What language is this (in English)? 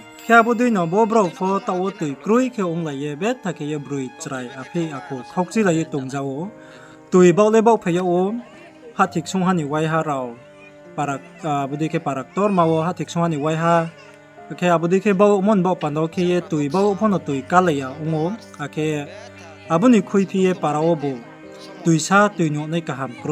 Riang (India)